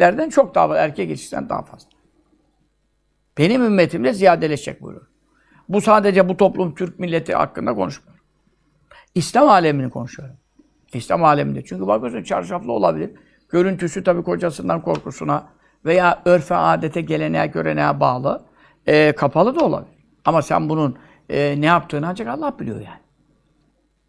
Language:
Turkish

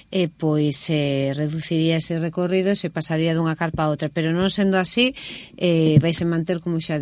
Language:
Galician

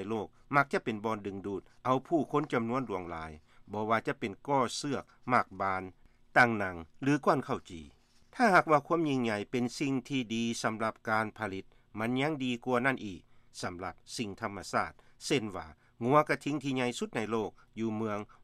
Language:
Lao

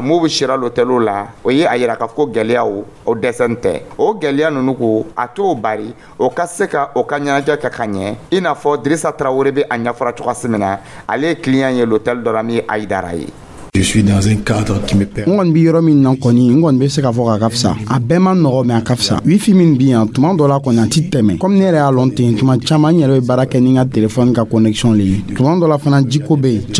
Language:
Dyula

